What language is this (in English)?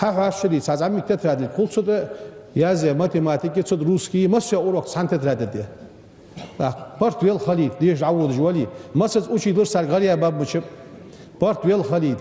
Ingush